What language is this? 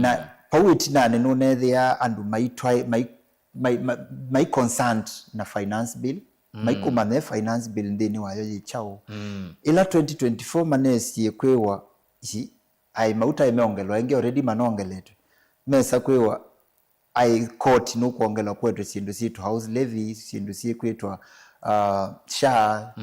Kamba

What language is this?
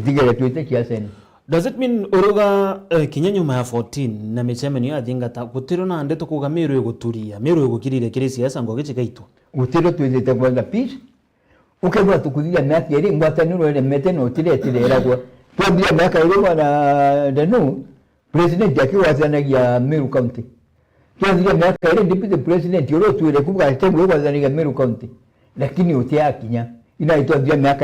Meru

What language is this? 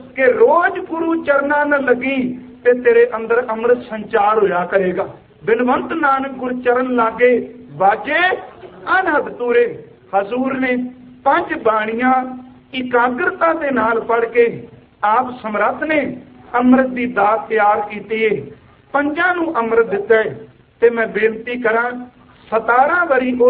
Punjabi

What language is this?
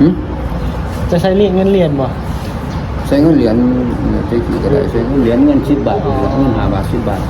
Northeastern Thai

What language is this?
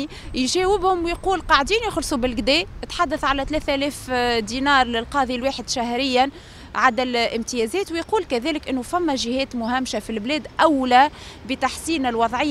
Tunisian Arabic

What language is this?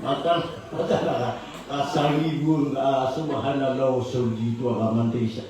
Maranao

